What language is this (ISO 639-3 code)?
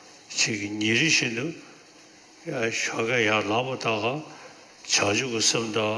bod